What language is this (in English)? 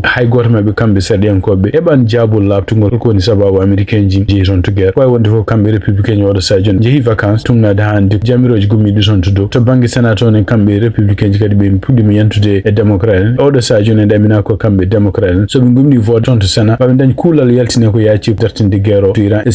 Fula